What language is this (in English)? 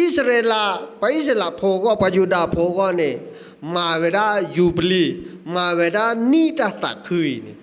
S'gaw Karen